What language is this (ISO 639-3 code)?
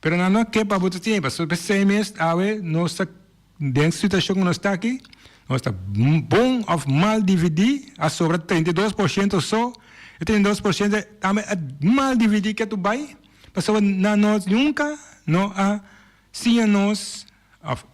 pap